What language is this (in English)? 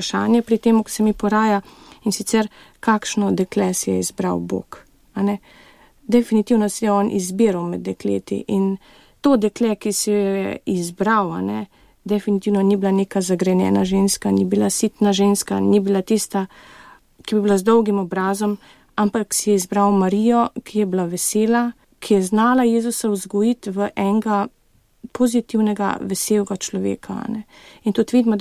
Slovenian